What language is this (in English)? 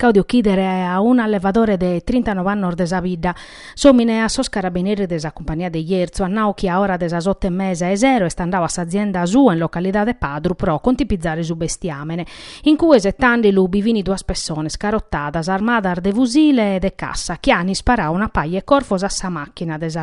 Sardinian